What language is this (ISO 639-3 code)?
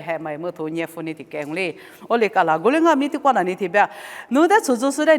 lis